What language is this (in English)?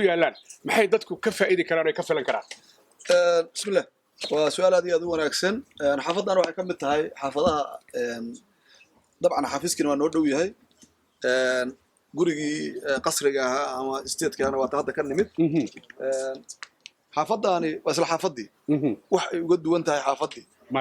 Somali